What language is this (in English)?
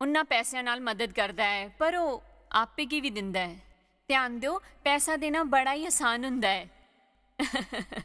Dogri